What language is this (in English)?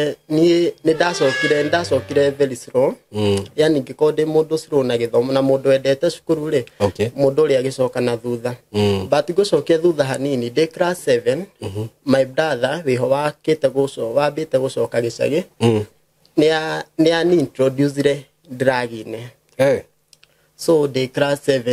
Kikuyu